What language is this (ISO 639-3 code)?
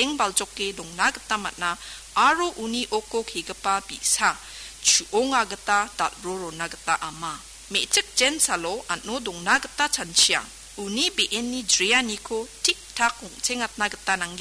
grt